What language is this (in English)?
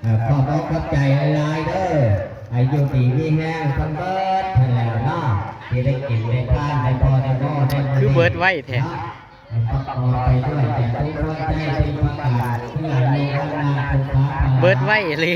Northeastern Thai